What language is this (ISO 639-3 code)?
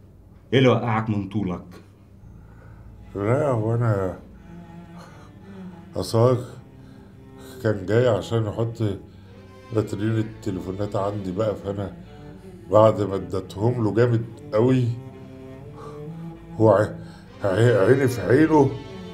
arz